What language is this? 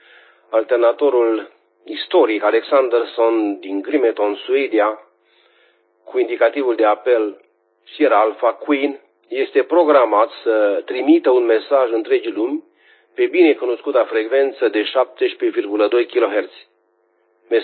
Romanian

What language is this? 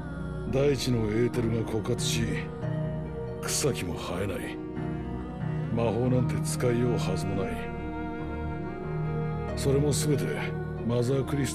Japanese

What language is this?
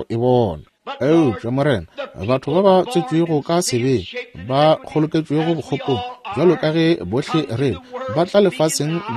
Northern Sotho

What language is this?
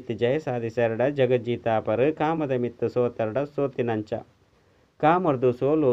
Tulu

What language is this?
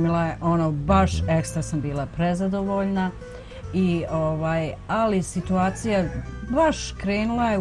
Bosnian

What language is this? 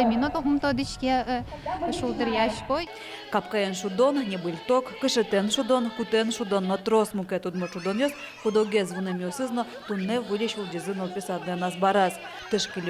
Udmurt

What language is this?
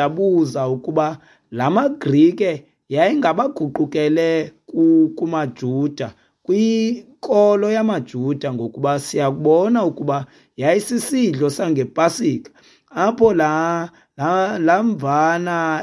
Xhosa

